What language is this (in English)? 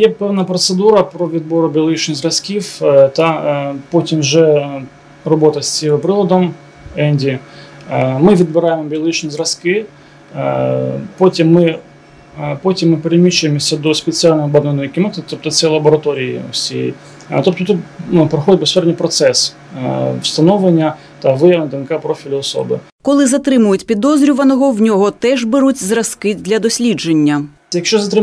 Ukrainian